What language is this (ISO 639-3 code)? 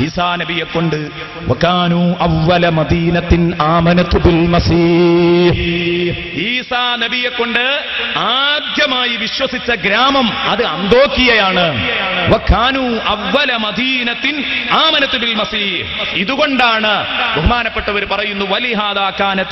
mal